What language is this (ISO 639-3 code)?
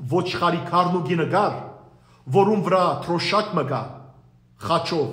hyw